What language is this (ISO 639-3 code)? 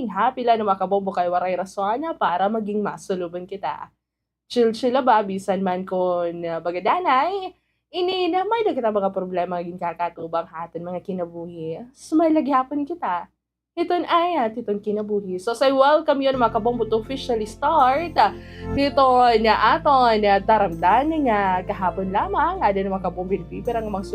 war